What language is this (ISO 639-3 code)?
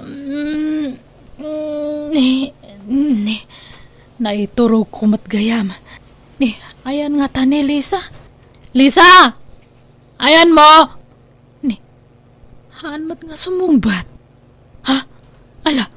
ilo